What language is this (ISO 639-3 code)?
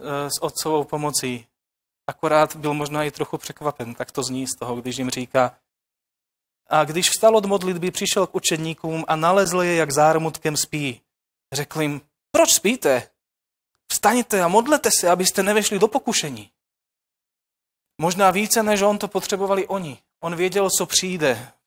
ces